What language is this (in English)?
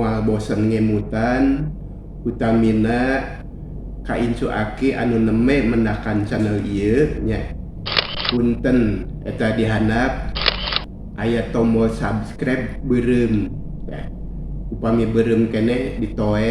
Sundanese